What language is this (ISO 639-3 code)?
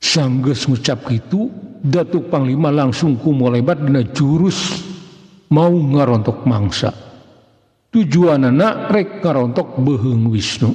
sun